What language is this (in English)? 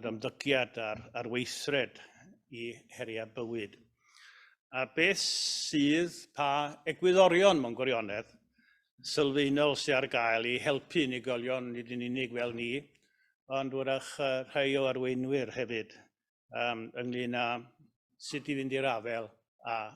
Welsh